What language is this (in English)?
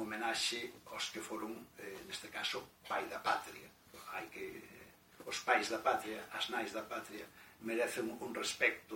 Galician